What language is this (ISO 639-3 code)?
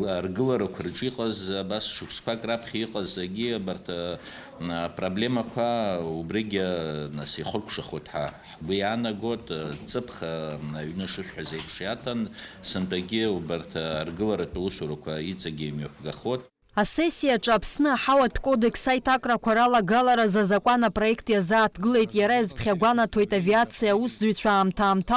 abk